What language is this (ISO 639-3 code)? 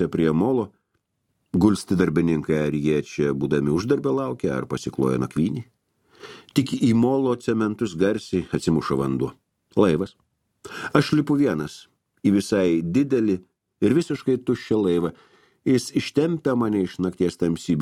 lit